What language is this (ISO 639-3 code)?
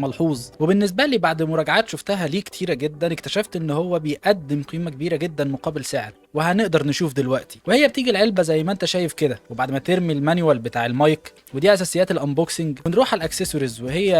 arz